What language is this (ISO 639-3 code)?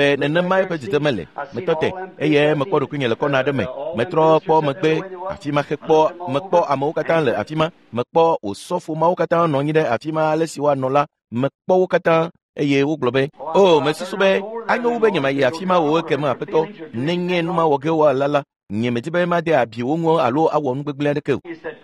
ewe